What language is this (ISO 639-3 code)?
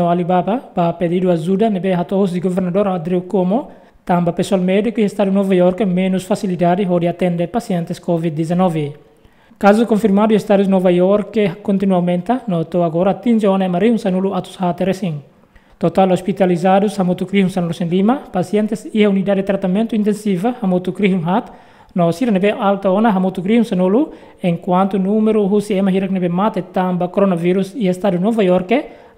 tet